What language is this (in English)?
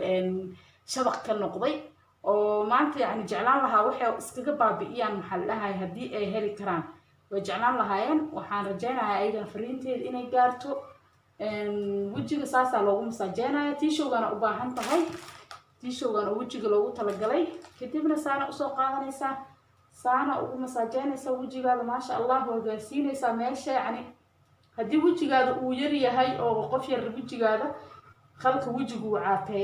Somali